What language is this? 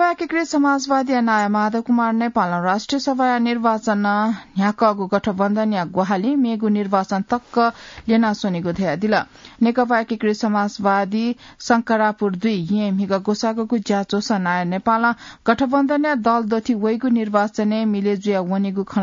Newari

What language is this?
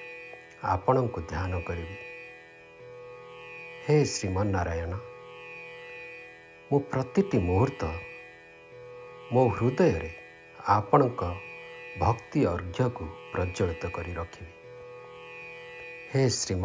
Odia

